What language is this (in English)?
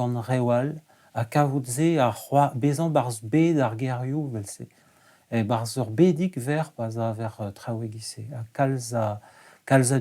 Breton